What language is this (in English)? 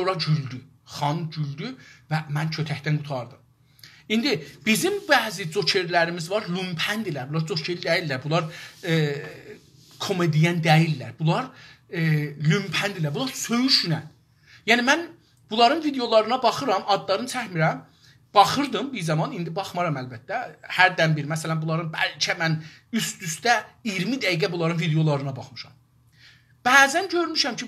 South Azerbaijani